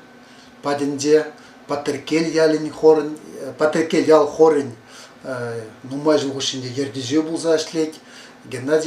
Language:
Chuvash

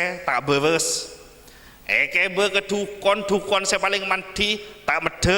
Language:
Madurese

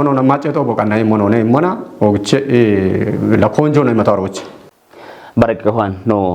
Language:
Kafa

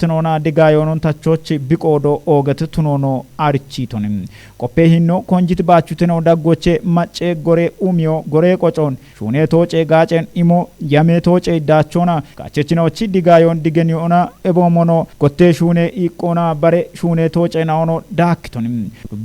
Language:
Kafa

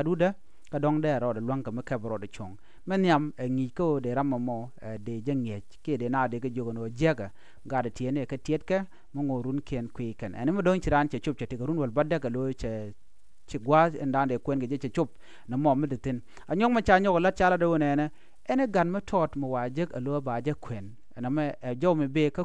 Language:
Nuer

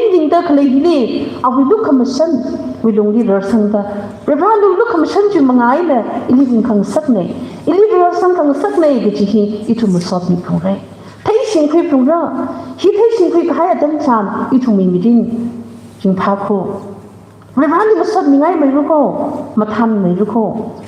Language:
Tangkhul Naga (India)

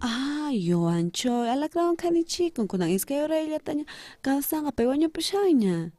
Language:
South Bolivian Quechua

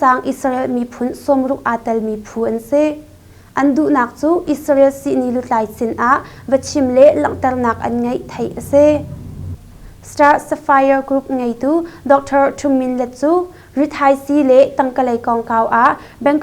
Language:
Hakha Chin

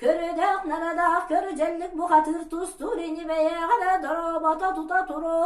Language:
Yakut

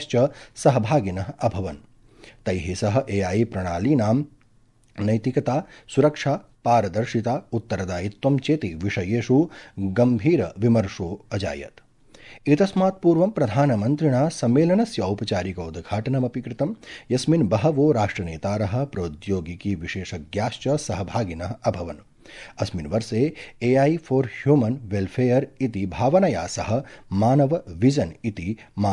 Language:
Sanskrit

